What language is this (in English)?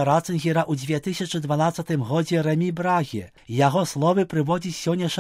Belarusian